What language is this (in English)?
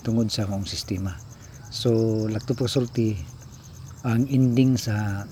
Cebuano